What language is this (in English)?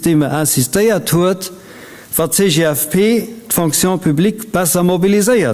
Luxembourgish